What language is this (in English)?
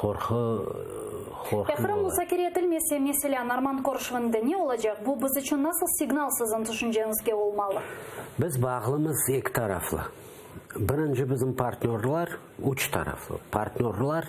Crimean Tatar